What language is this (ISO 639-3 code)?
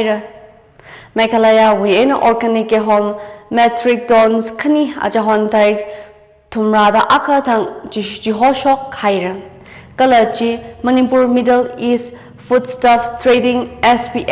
nmf